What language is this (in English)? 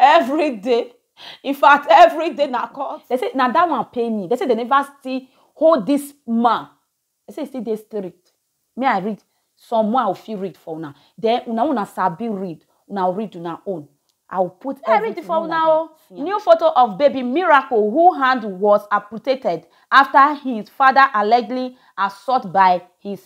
Nigerian Pidgin